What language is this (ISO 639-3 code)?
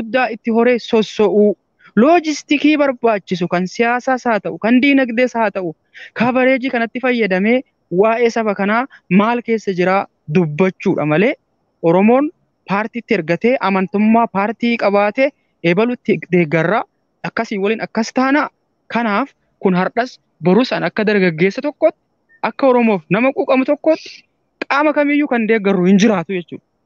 orm